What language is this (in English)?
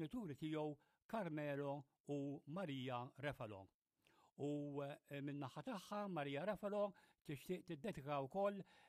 Maltese